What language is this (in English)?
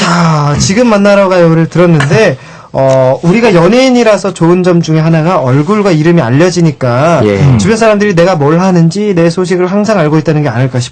Korean